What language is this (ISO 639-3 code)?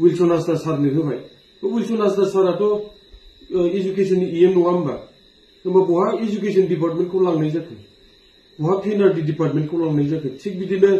brx